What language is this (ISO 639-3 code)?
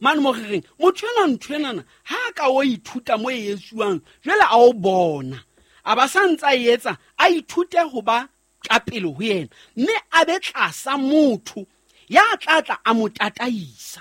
sot